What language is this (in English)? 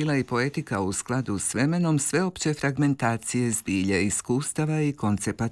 Croatian